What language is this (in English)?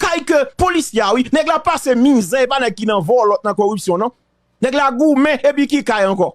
Haitian Creole